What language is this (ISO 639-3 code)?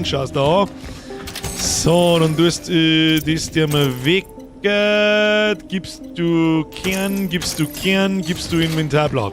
bar